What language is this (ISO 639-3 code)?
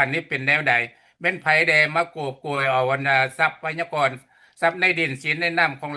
lao